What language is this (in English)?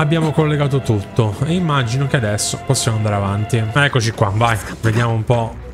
Italian